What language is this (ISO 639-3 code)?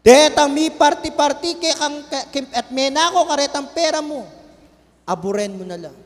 pam